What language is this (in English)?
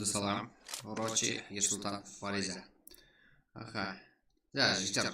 Kara-Kalpak